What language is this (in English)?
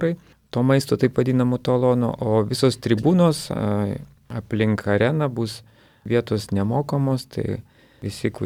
Lithuanian